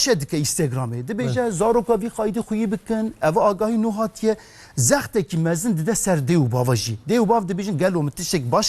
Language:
Kurdish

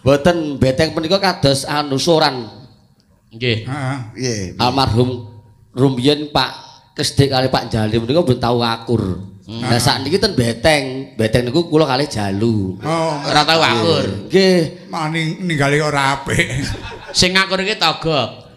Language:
Javanese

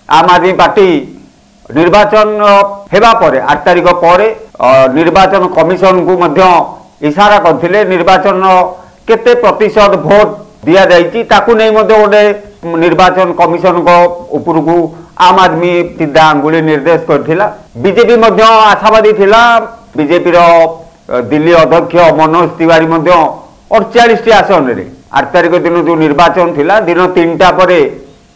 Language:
Odia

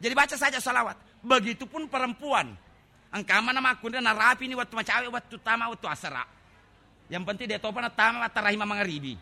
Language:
Buginese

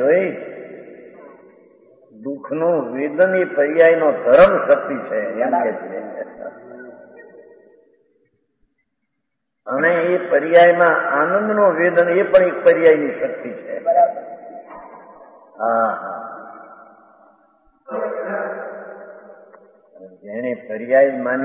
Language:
Gujarati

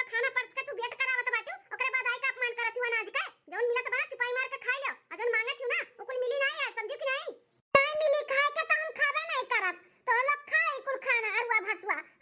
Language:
Awadhi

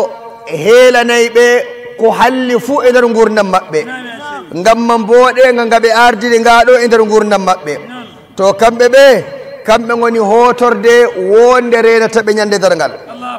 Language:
Nigerian Fulfulde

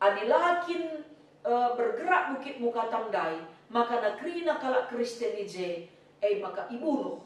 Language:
Batak Karo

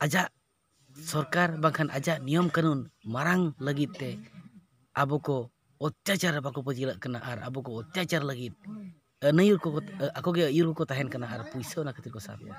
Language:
Santali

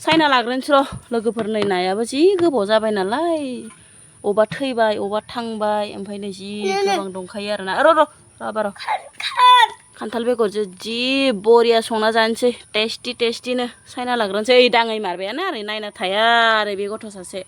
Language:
Bodo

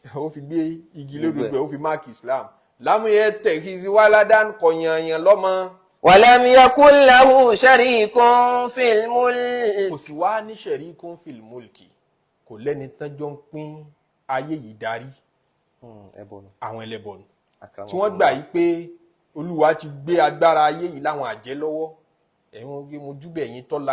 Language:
Yoruba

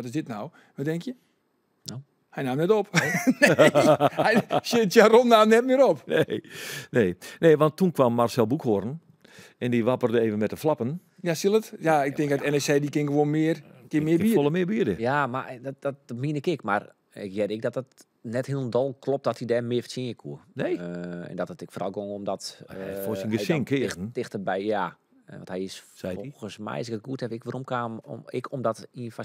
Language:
Western Frisian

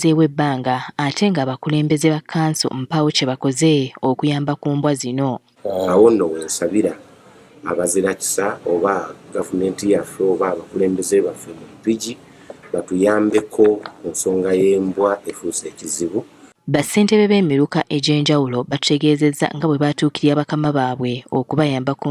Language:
Ganda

